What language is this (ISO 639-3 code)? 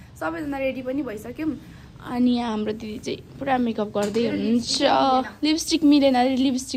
nep